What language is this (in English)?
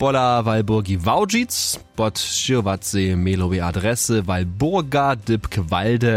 Upper Sorbian